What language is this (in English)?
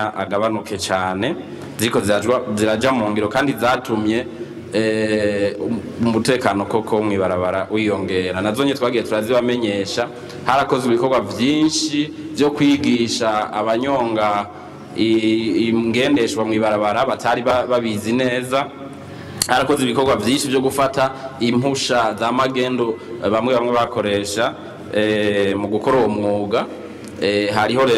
Rundi